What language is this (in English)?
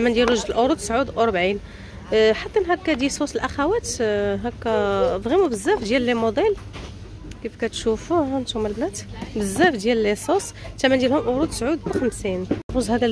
Moroccan Arabic